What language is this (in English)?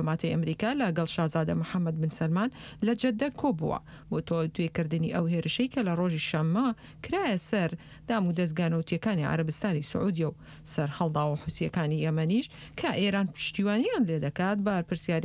Central Kurdish